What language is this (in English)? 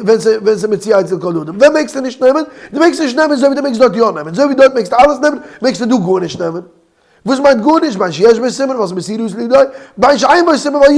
Yiddish